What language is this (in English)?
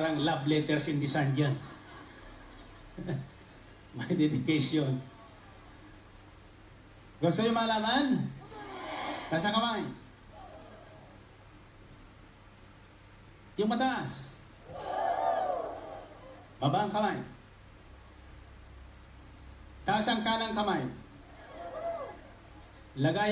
Filipino